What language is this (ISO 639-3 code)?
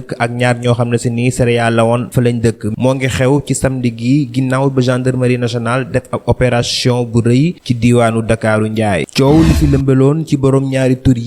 wol